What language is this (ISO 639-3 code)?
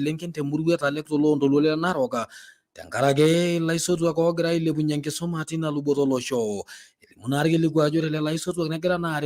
mas